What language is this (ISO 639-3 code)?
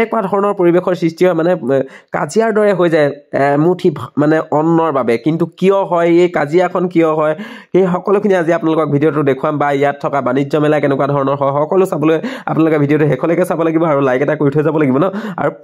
asm